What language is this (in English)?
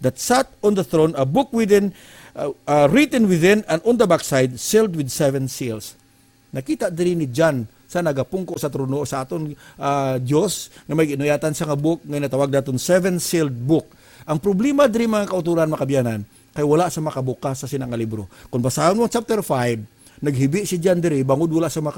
Hiligaynon